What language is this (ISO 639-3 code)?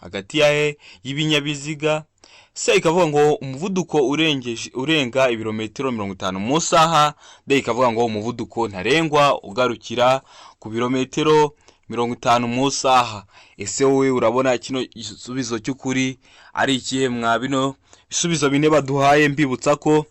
kin